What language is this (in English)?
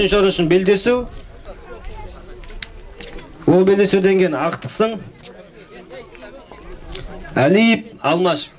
Kazakh